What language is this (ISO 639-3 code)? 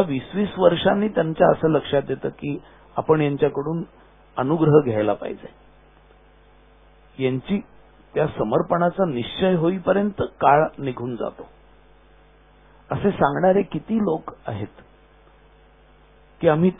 mar